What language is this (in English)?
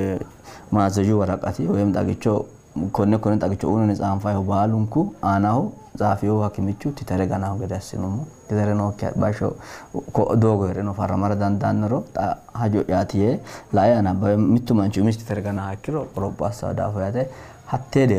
Sidamo